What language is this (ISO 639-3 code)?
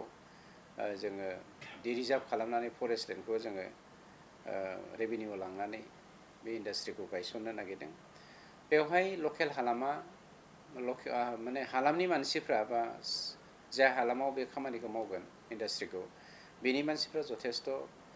brx